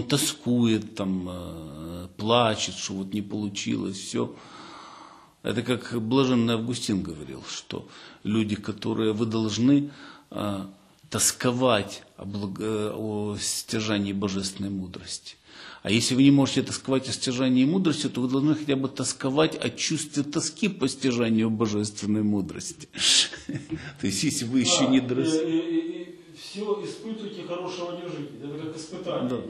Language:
Russian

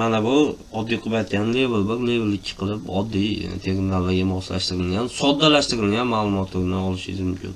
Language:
Uzbek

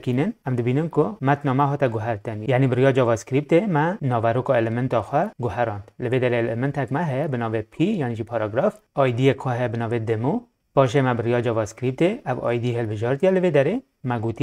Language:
Kurdish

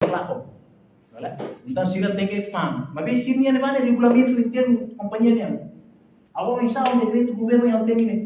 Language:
Tetum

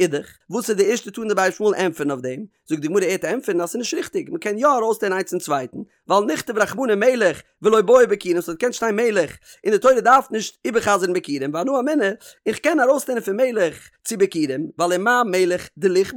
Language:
Yiddish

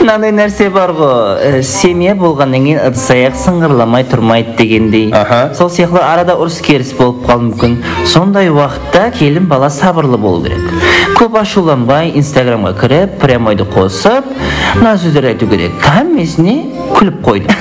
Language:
Kara-Kalpak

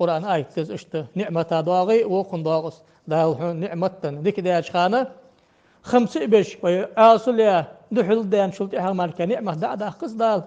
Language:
Ingush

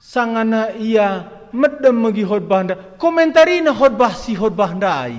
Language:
Batak Karo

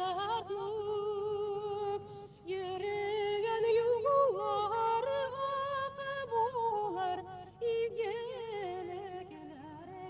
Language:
Bashkir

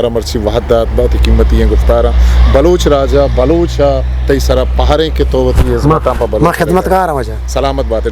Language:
Eastern Balochi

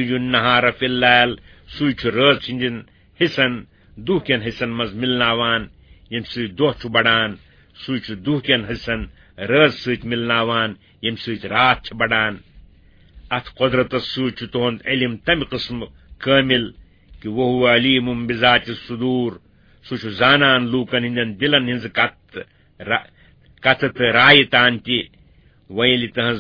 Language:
Kashmiri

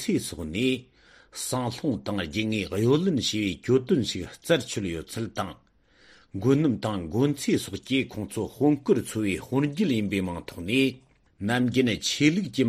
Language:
Tibetan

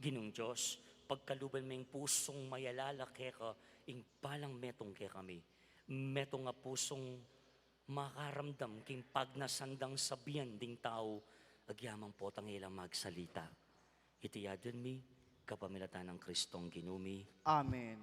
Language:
Pampanga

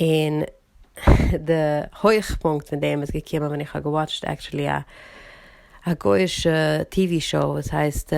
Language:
Yiddish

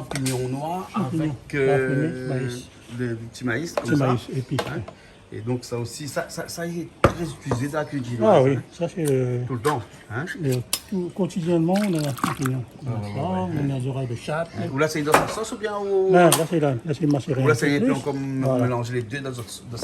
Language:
Réunion Creole French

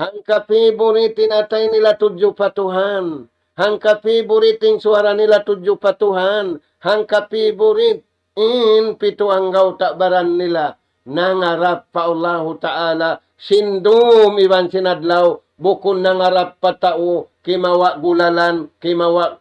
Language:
Tausug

